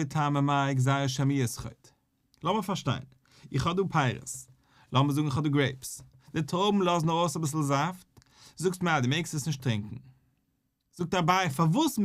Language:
Yiddish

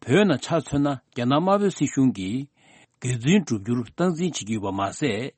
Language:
Tibetan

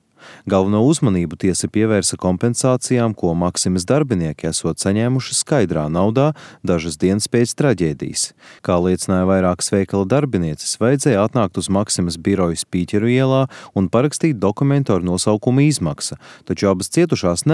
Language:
Latvian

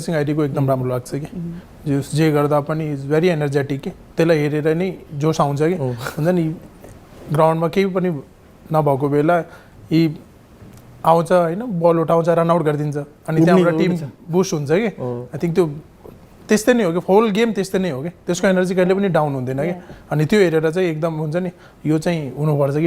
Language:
Nepali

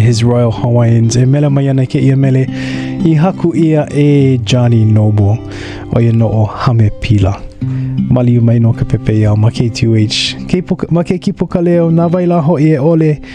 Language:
Hawaiian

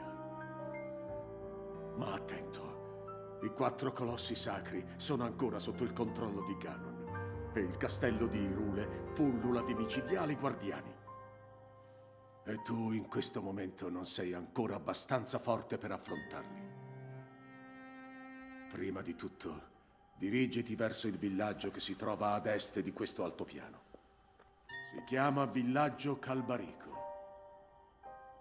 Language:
Italian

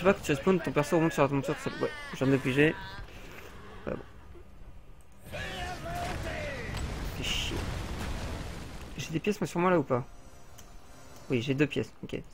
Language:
French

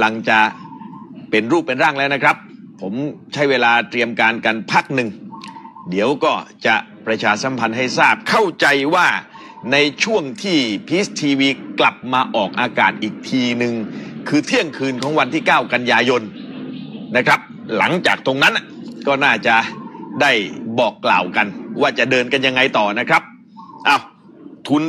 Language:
Thai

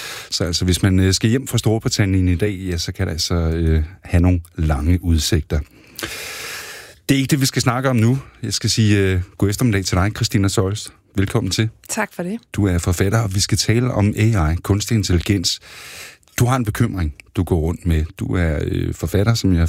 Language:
Danish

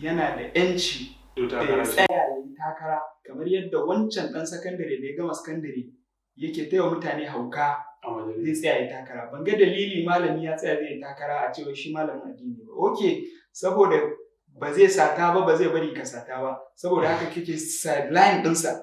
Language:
Hausa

